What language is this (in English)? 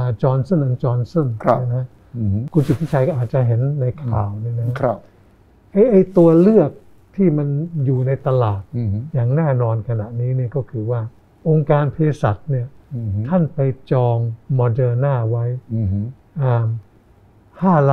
Thai